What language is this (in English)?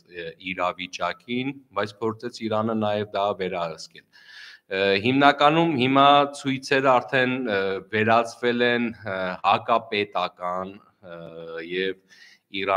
Armenian